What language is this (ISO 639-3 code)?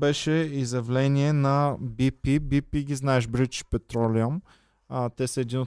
bul